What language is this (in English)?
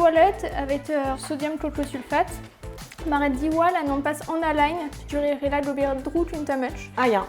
Breton